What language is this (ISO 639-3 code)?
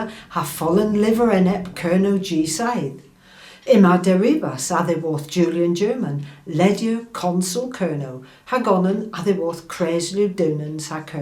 cor